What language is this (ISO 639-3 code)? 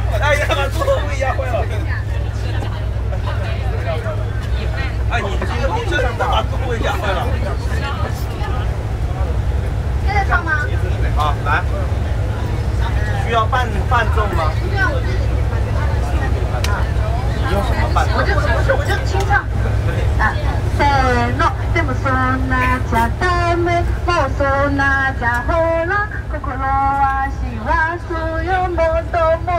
zho